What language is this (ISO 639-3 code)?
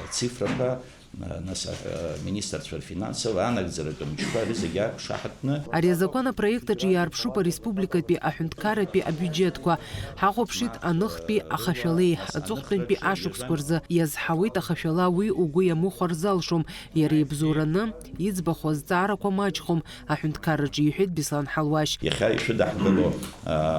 abk